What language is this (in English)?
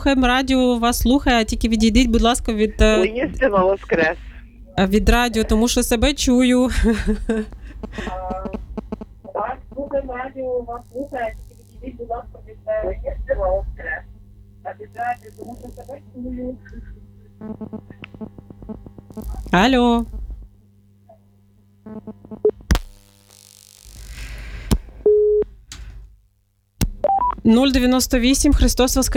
Ukrainian